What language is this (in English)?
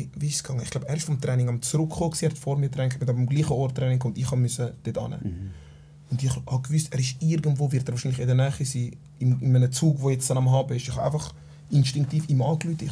Swiss German